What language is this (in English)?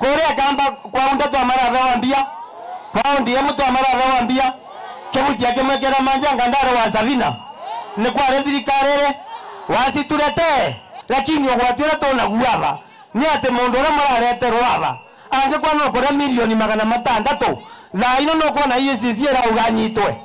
Meru